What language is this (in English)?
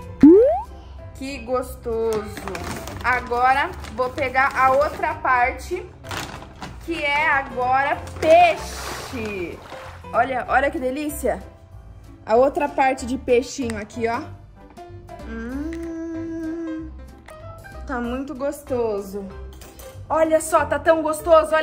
Portuguese